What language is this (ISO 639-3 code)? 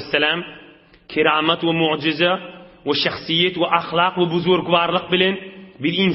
tuk